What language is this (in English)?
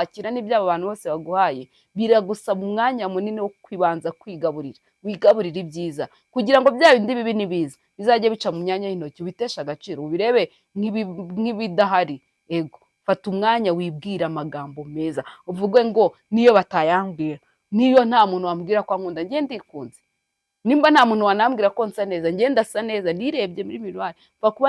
Kinyarwanda